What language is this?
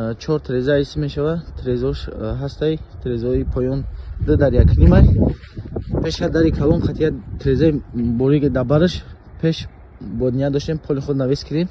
Tajik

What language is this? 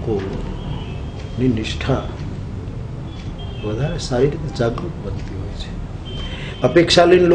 Gujarati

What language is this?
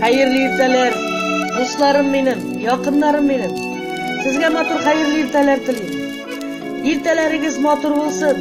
Tatar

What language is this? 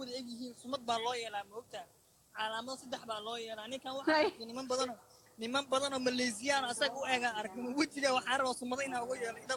Somali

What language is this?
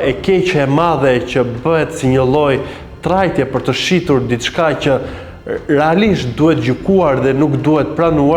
Albanian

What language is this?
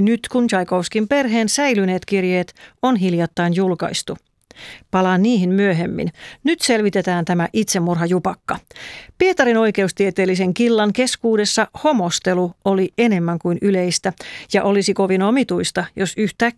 Finnish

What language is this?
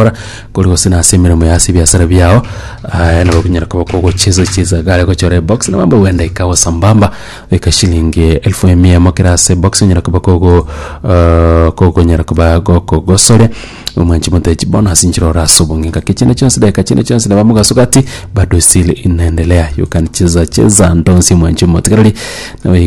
Gusii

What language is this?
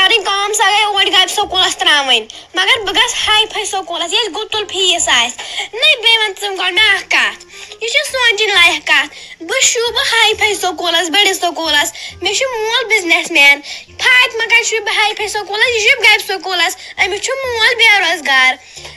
Kashmiri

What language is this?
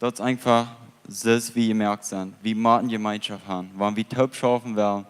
Plautdietsch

